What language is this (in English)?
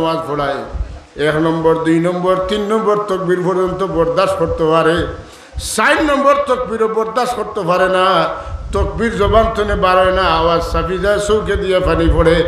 Sylheti